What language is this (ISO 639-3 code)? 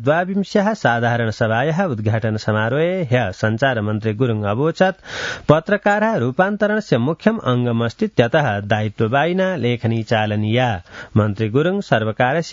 san